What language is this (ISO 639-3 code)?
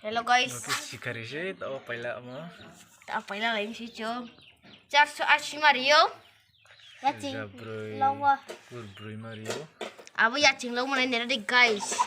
ria